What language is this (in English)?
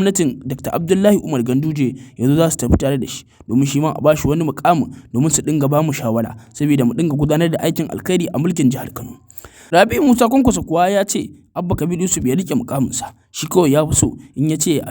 Hausa